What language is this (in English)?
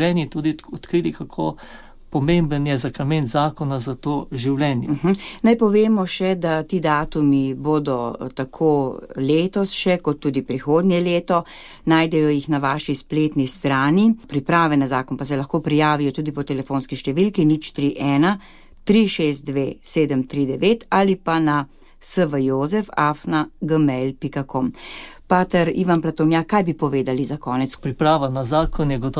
Slovenian